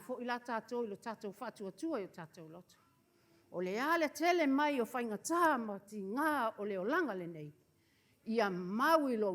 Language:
Samoan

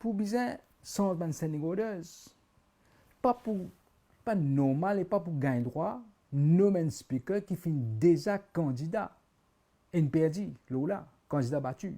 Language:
Morisyen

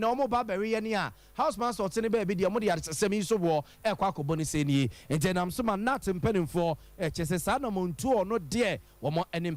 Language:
Akan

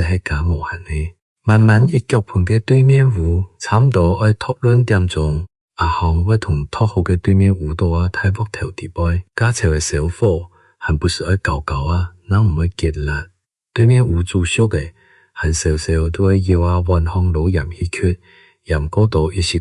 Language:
Hakka Chinese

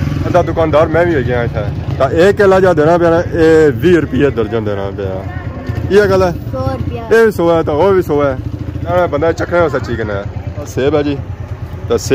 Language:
Pahari-Potwari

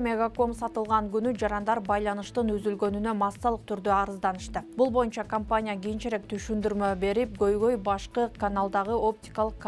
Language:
Kyrgyz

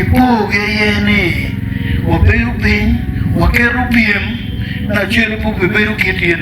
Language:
Acoli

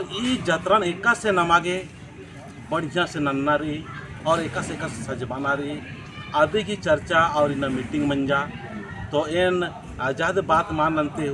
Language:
Kurukh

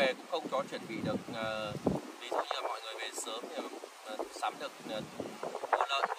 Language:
Vietnamese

